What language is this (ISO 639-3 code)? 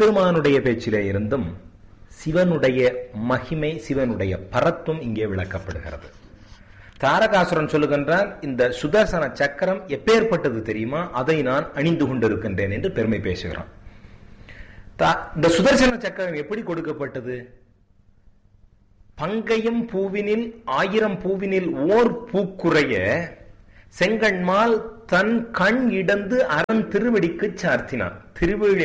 tam